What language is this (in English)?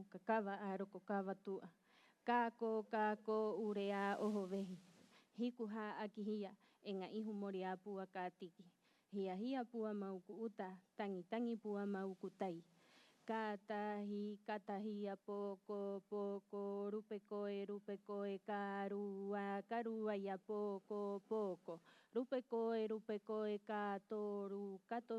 Rapanui